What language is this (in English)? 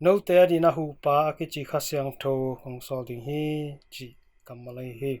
Tedim Chin